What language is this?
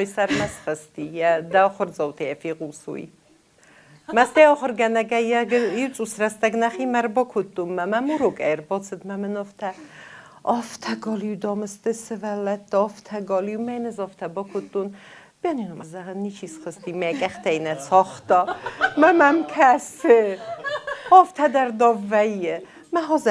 Ossetic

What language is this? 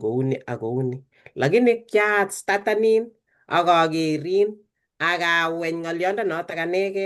Kalenjin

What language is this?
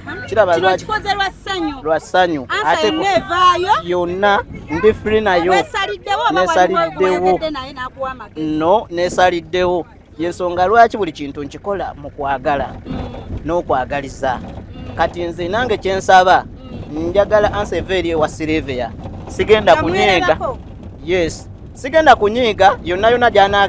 Ganda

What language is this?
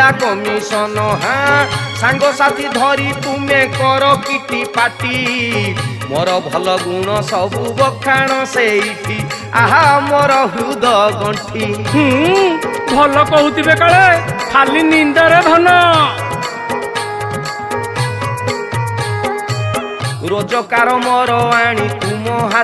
Odia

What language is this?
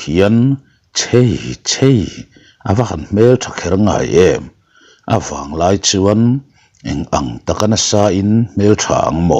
Mizo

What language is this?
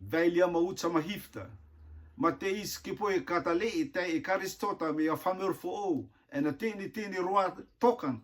Rotuman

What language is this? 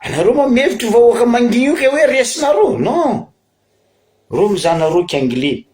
Malagasy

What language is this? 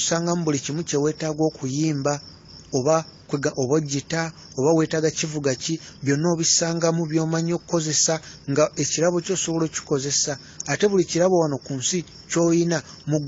Ganda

